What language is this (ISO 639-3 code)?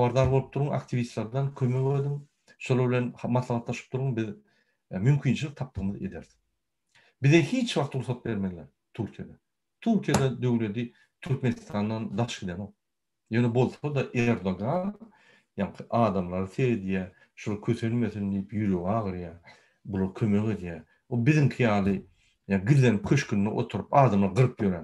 tuk